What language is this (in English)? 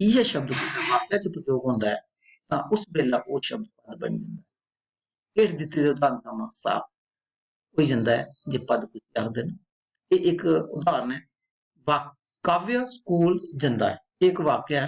Dogri